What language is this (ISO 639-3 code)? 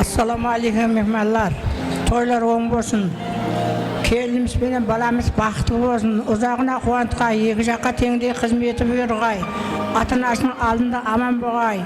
kaa